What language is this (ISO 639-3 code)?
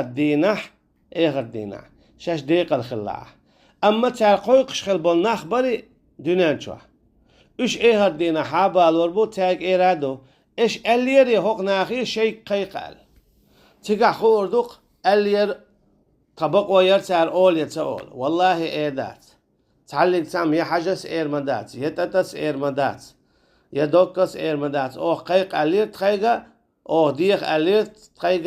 che